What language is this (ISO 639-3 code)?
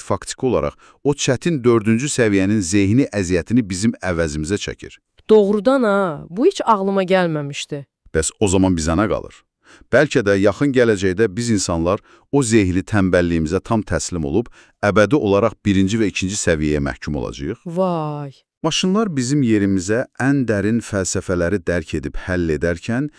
aze